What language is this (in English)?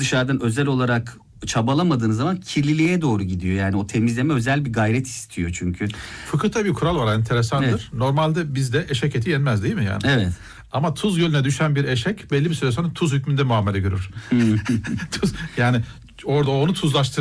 Turkish